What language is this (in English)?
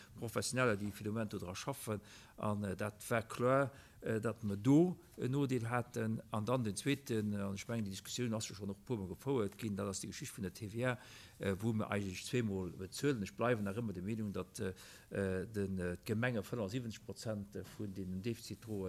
Luxembourgish